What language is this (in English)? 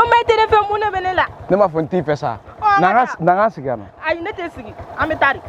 Bambara